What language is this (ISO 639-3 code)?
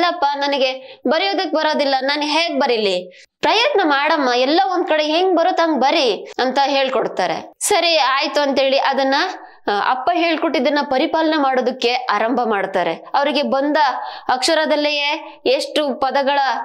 kan